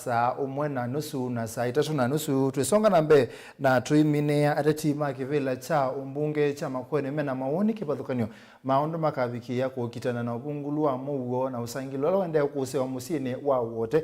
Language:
Kamba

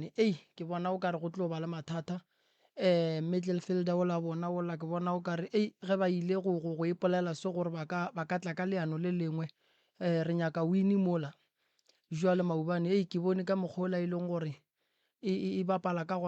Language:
Northern Sotho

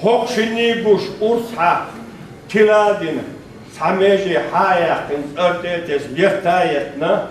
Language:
Chechen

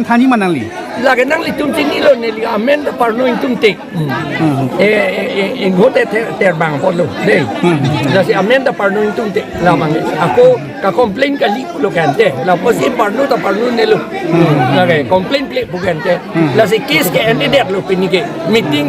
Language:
Karbi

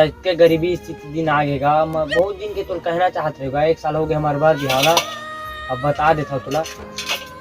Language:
Chhattisgarhi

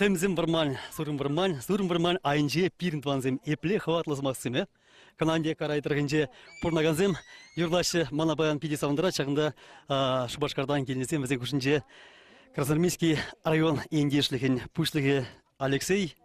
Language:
Chuvash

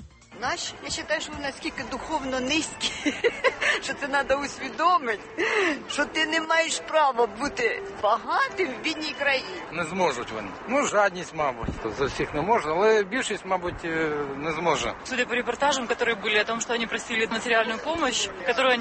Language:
Ukrainian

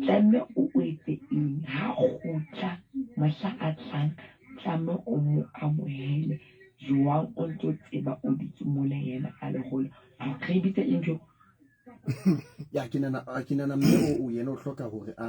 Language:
Southern Sotho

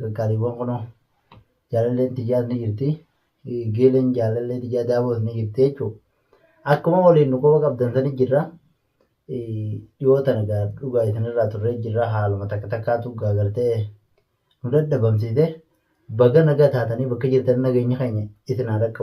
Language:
Oromo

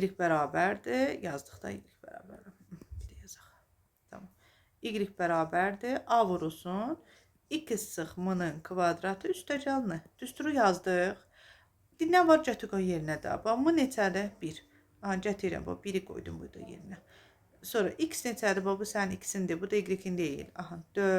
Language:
Azerbaijani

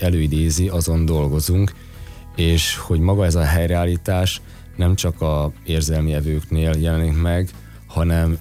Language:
Hungarian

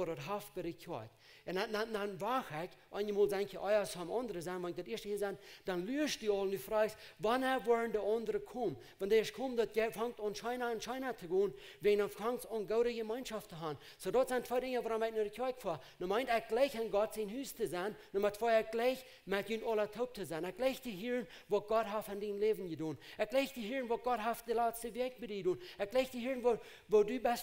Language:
Plautdietsch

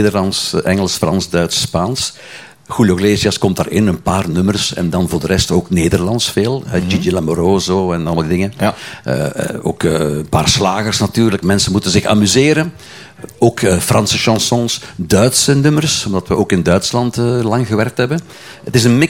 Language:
Dutch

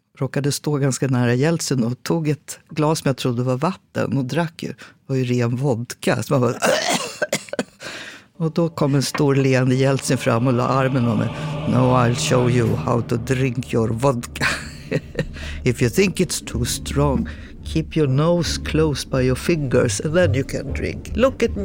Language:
Swedish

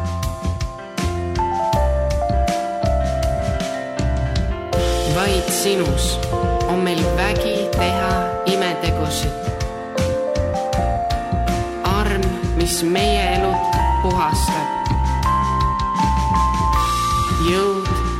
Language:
Estonian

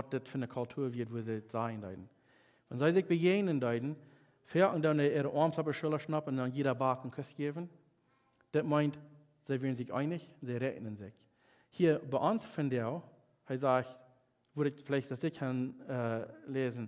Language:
Plautdietsch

